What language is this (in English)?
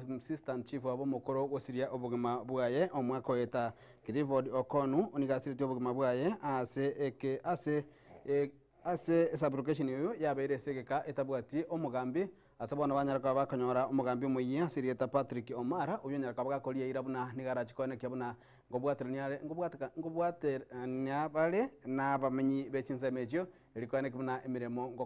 Gusii